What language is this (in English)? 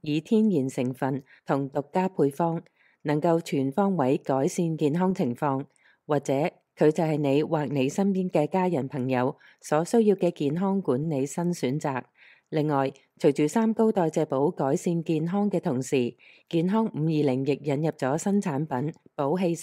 Cantonese